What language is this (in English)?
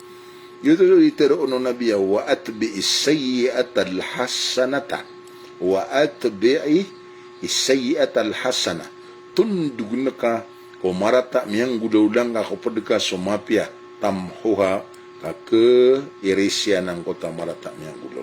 Maranao